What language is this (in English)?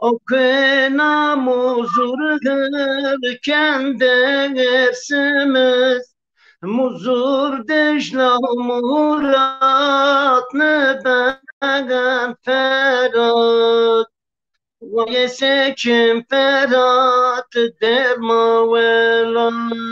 Zaza